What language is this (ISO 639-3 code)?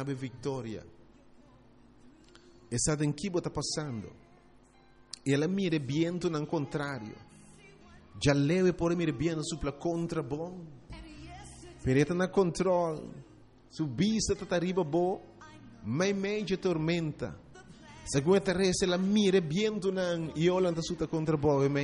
pap